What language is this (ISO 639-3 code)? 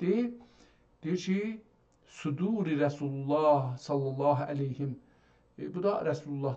azb